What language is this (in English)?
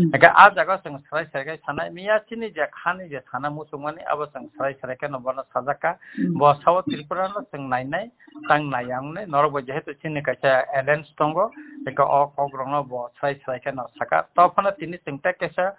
Kok Borok